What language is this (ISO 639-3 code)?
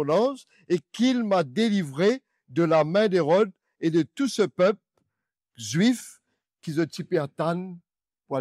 mfe